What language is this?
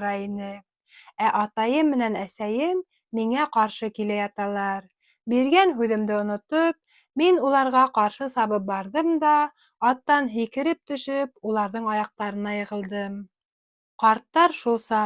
Bashkir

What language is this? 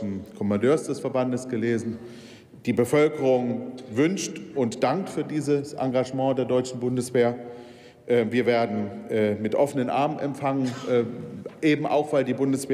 German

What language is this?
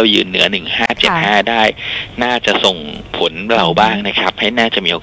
Thai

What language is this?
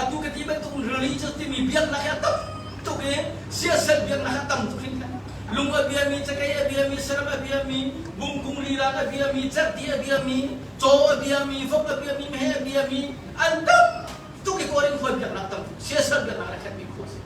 Hakha Chin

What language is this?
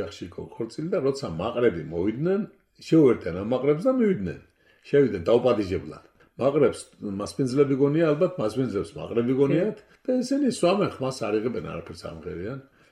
Georgian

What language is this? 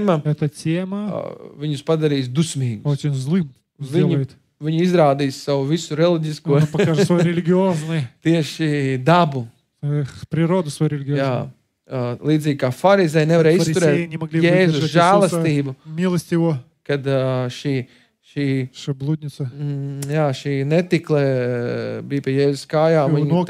Latvian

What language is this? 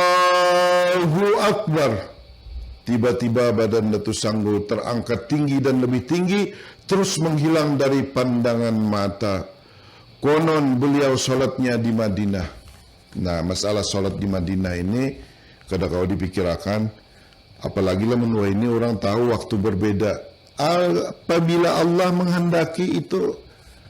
Banjar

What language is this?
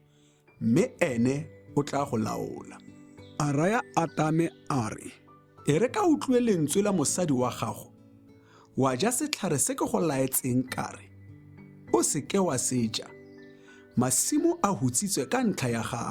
Tswana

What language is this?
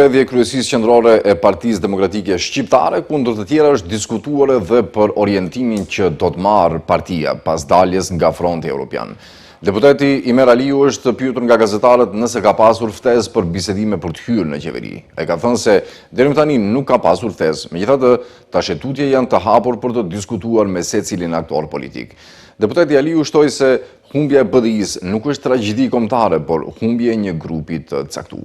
Albanian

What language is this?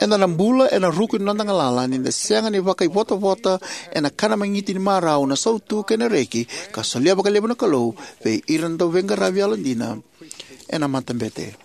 Fijian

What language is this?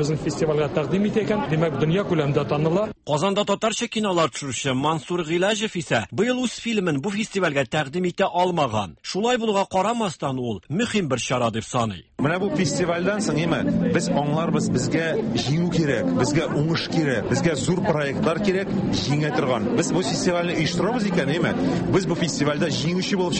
Tatar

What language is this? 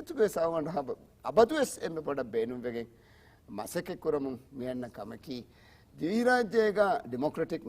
Divehi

